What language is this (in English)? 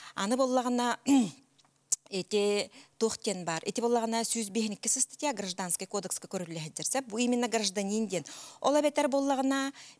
Yakut